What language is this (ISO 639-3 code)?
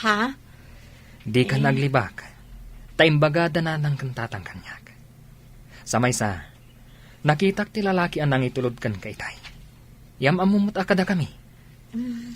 ilo